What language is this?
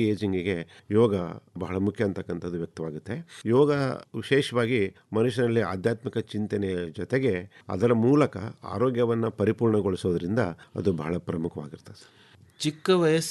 Kannada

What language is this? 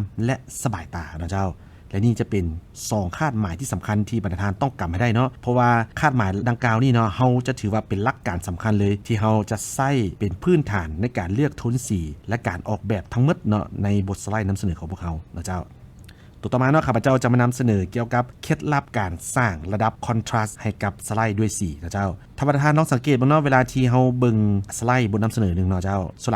Lao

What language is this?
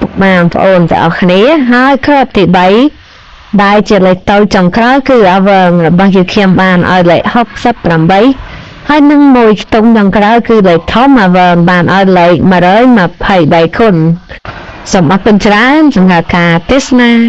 Khmer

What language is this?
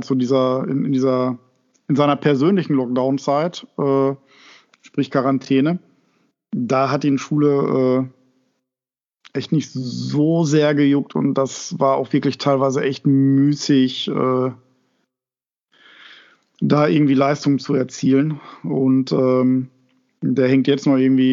German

